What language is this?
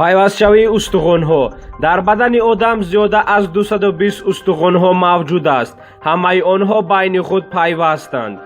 Tajik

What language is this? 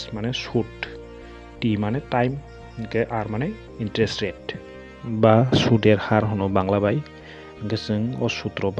Kok Borok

